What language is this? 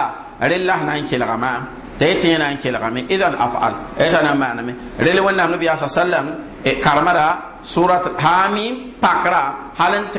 Mossi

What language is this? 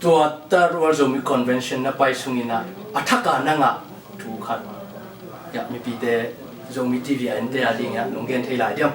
Tedim Chin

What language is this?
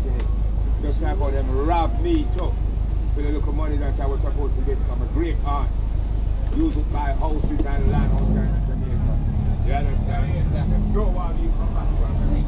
Jamaican Creole English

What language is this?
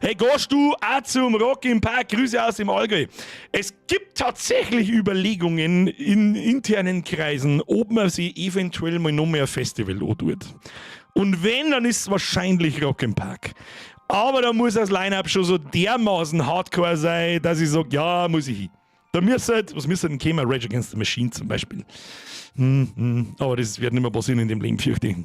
Bavarian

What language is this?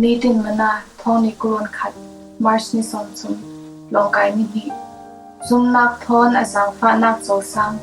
Falam Chin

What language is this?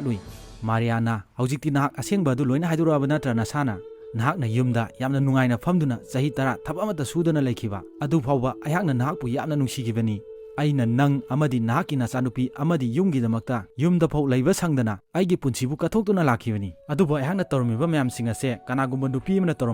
Manipuri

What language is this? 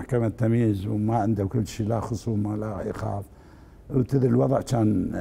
Mesopotamian Arabic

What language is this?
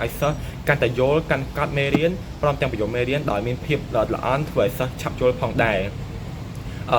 Khmer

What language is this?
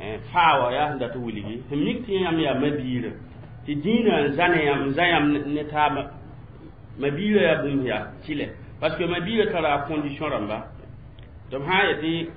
Mossi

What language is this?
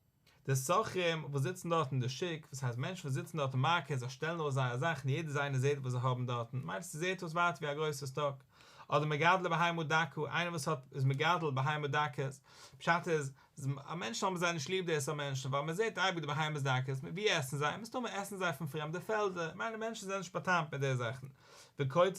Yiddish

